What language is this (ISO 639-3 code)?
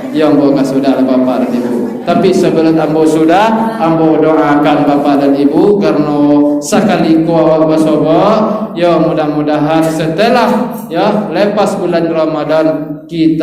min